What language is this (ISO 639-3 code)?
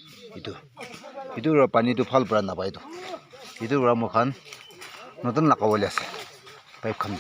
nag